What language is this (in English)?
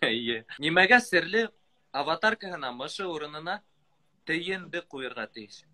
Bashkir